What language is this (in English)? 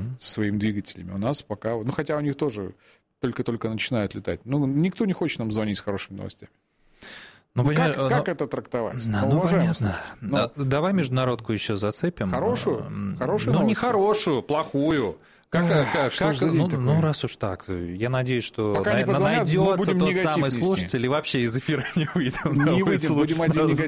Russian